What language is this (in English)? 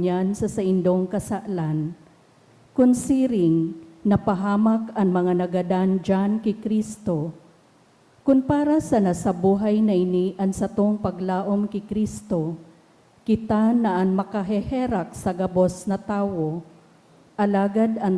Bikol